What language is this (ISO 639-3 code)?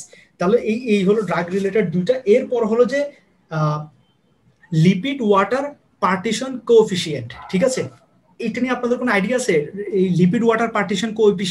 ben